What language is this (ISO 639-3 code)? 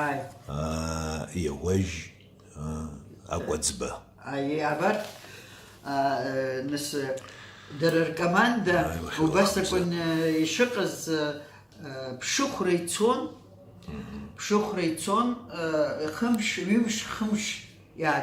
abk